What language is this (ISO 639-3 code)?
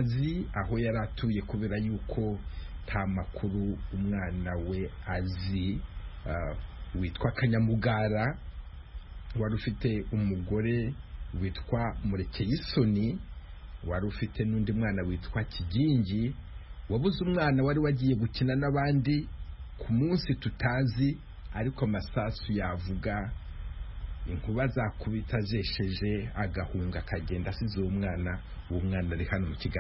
kin